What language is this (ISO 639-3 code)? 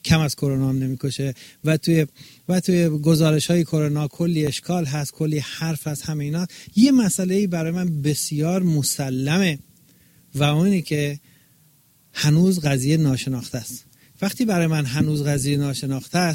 fas